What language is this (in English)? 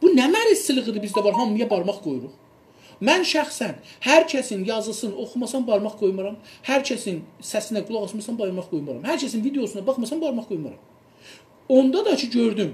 South Azerbaijani